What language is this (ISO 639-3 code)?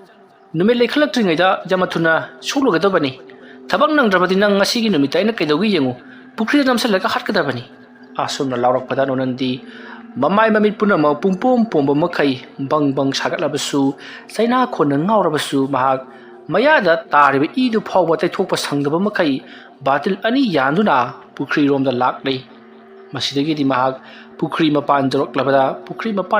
mni